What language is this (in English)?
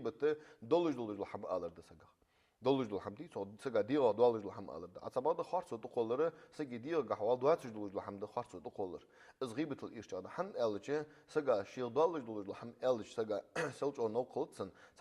Ingush